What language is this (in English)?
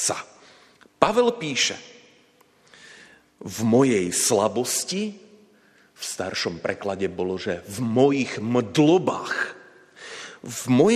Slovak